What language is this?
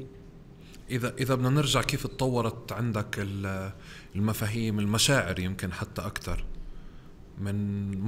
North Levantine Arabic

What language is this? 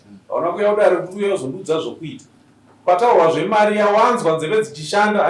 Shona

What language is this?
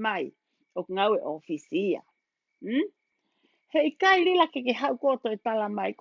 Tongan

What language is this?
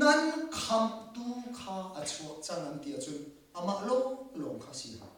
Hakha Chin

